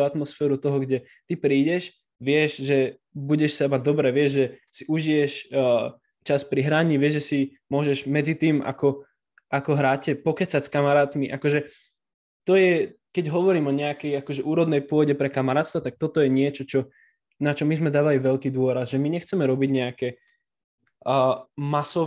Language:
Slovak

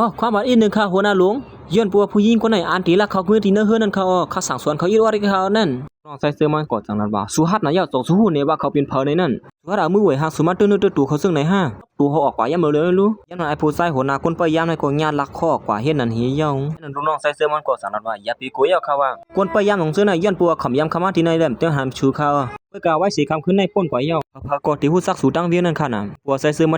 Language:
Shan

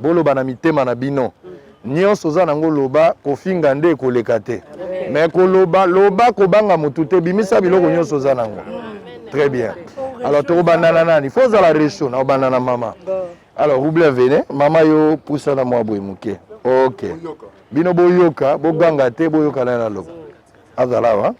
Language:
Lingala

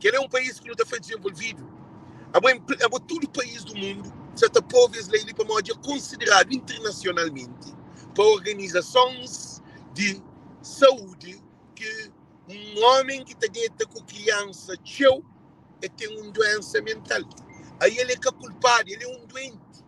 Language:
Kabuverdianu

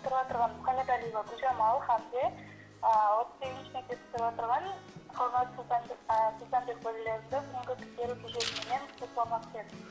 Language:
Kara-Kalpak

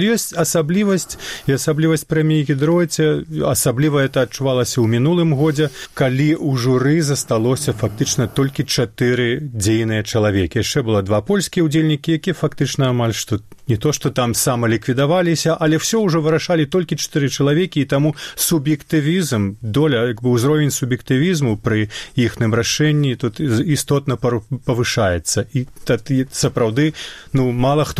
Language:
Belarusian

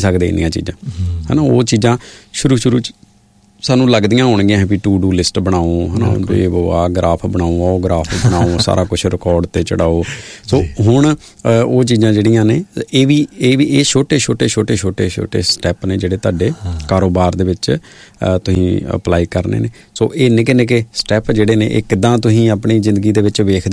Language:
Punjabi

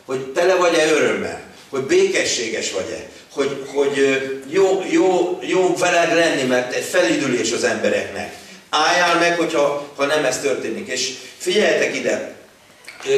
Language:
Hungarian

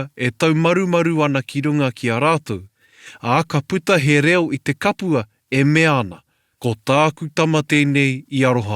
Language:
Māori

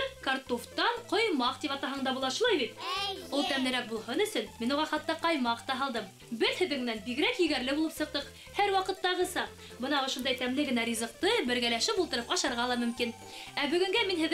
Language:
Bashkir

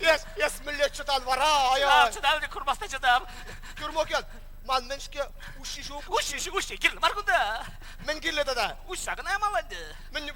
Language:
Chuvash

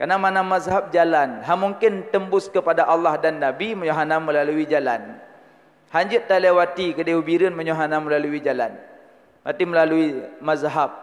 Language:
Achinese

